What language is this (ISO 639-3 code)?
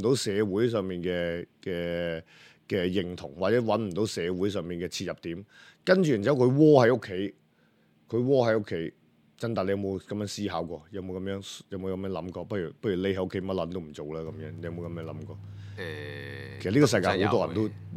yue